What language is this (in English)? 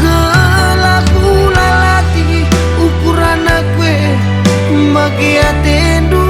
Batak Karo